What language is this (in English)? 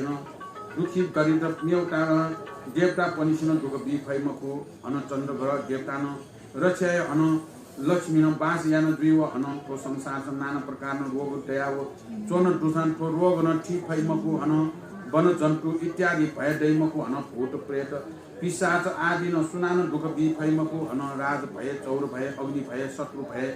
Newari